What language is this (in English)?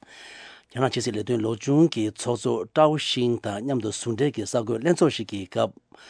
Tibetan